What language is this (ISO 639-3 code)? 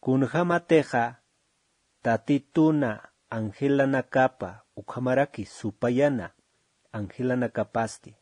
aym